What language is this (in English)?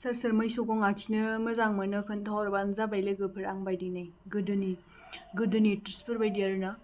Bodo